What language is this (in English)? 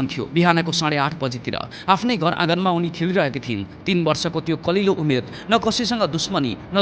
Nepali